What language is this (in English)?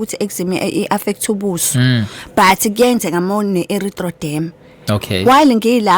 Zulu